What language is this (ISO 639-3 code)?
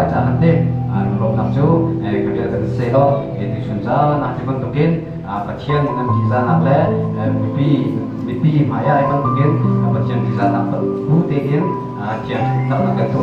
cnh